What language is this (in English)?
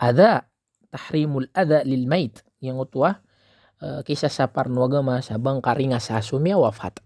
Maranao